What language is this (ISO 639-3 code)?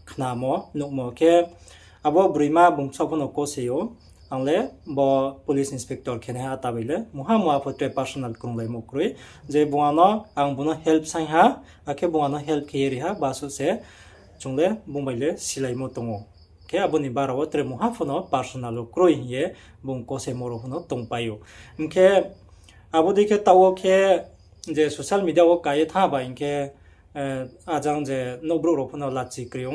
ria